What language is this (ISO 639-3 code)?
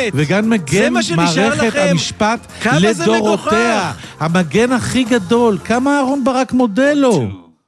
heb